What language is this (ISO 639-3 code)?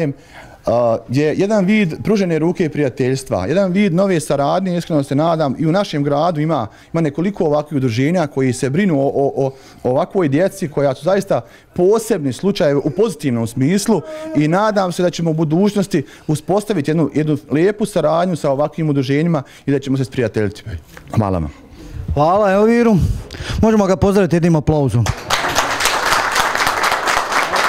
bos